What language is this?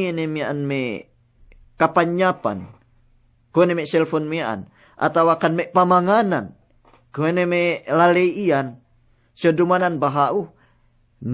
Yakan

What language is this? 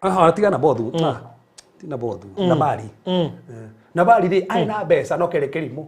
Kikuyu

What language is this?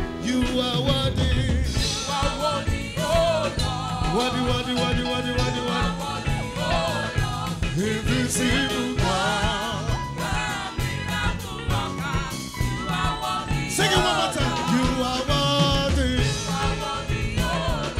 English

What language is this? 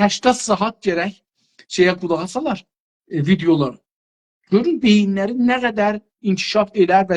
South Azerbaijani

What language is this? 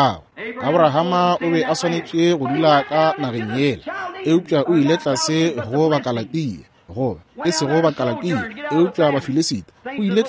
Northern Sotho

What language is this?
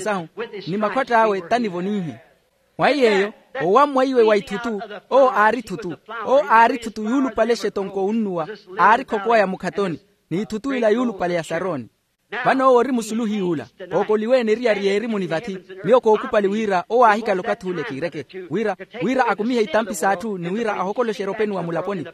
Makhuwa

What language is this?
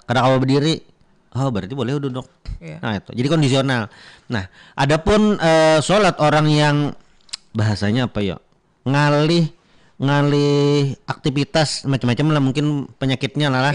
Banjar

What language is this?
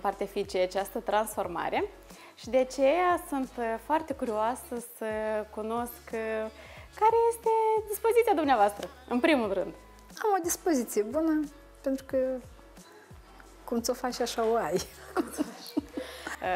Romanian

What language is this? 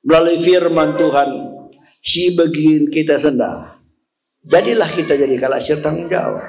Batak Karo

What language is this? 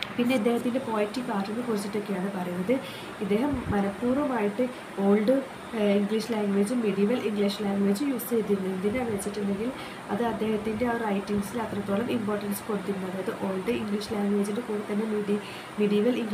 Malayalam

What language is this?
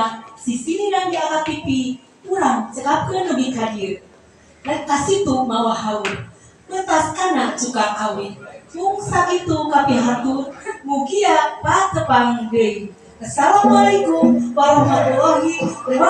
Sundanese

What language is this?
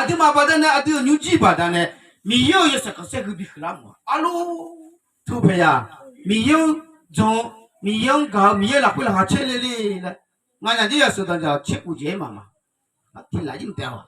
Akha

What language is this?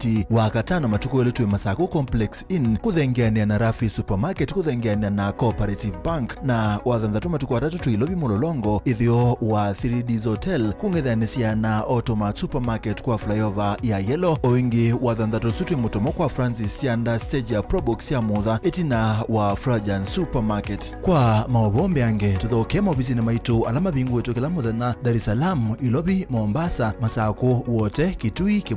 Kamba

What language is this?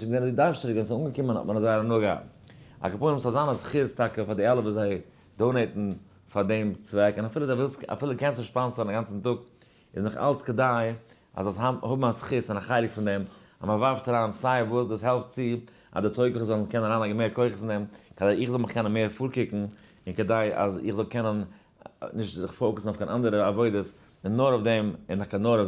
Yiddish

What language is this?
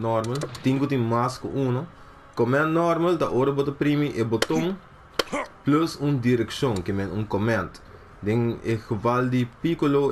Papiamento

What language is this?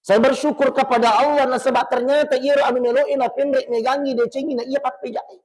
Buginese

